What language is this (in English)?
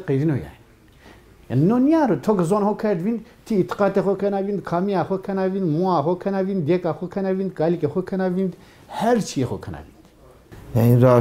Zaza